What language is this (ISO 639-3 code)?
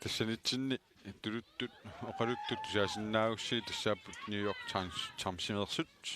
kal